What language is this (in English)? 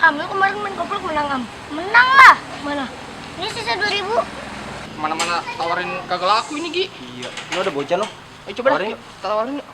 Betawi